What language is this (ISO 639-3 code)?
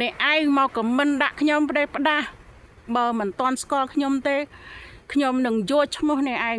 khm